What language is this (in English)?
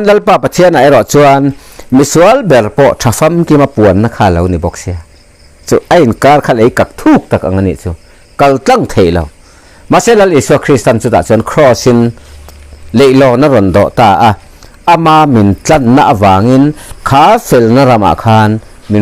Mizo